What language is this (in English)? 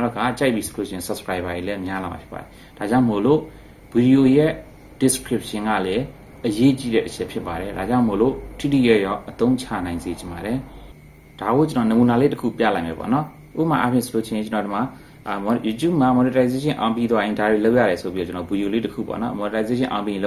Burmese